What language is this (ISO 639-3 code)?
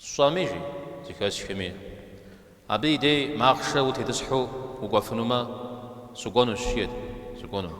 kbd